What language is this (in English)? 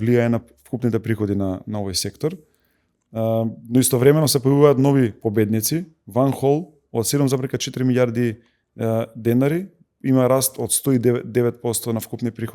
Macedonian